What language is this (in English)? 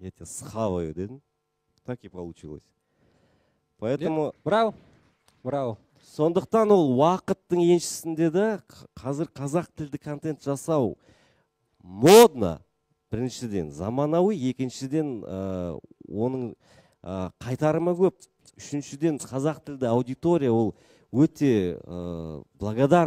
Kazakh